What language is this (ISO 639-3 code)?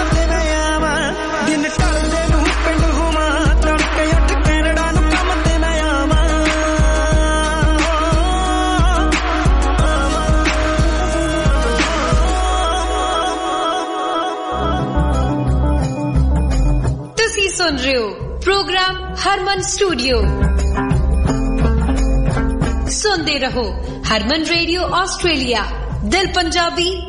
pan